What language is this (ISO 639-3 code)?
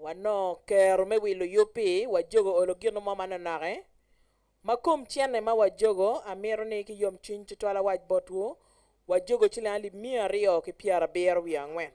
ach